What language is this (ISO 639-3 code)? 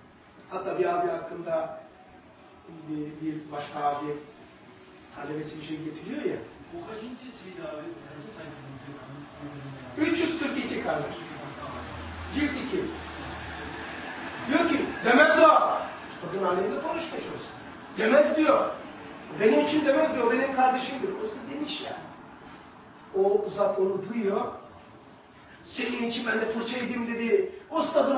tur